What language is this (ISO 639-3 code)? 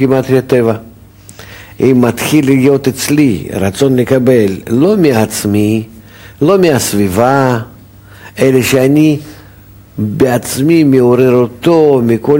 heb